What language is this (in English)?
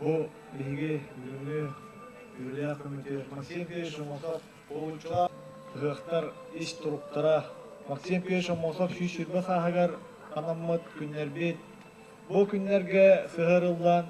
Yakut